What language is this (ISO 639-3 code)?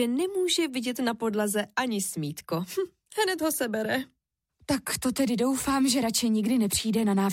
ces